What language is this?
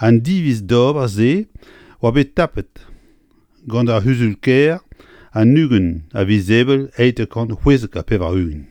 Breton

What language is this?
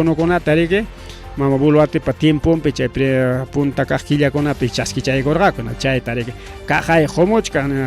Ayacucho Quechua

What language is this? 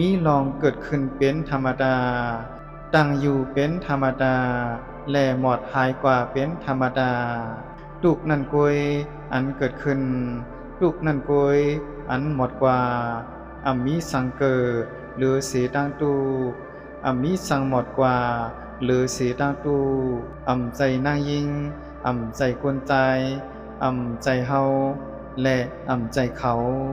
Shan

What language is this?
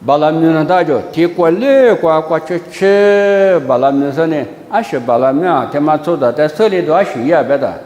Lisu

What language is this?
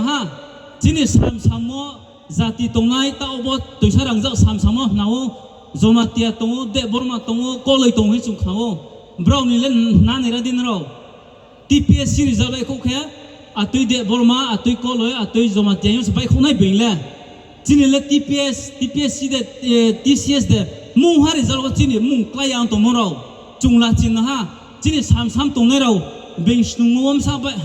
Riang (India)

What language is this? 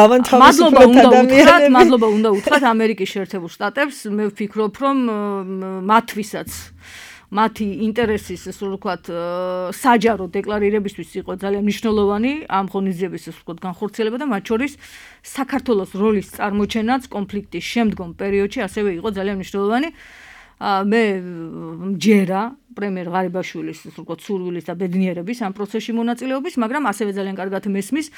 Georgian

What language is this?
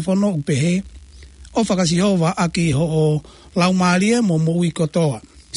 Tongan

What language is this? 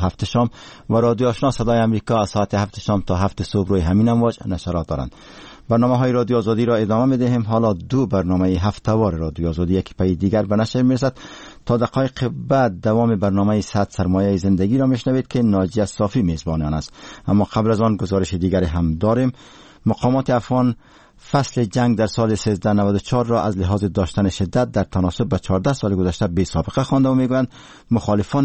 Persian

